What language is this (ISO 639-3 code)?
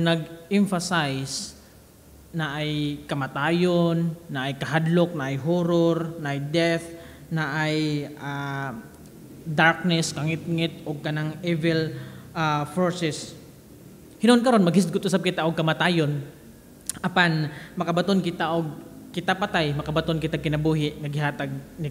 ceb